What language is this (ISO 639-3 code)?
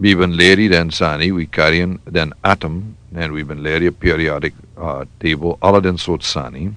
srn